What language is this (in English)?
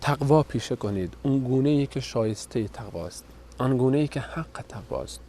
Persian